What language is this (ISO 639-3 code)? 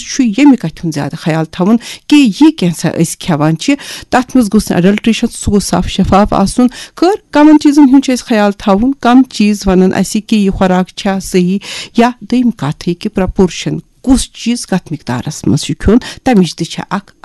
kas